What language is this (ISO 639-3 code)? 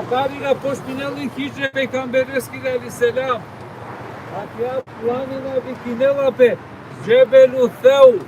rmn